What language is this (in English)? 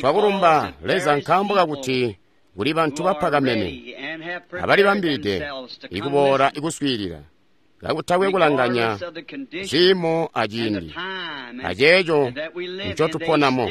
Tonga (Zambia)